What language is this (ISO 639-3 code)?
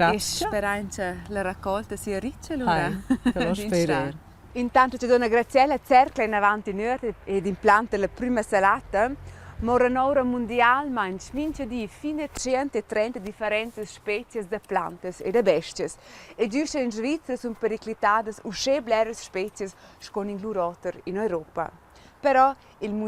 roh